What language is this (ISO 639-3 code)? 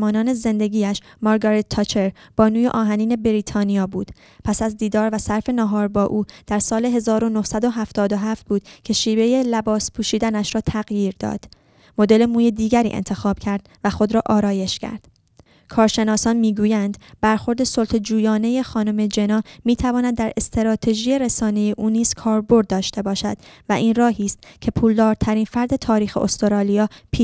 fas